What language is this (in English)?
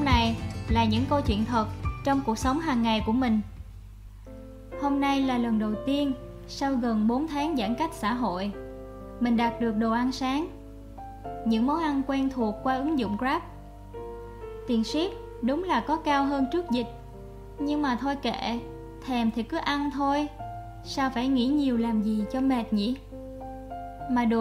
Vietnamese